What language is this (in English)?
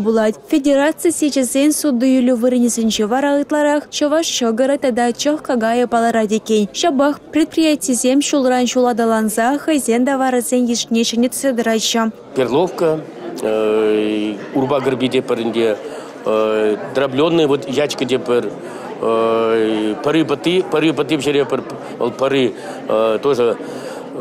Chuvash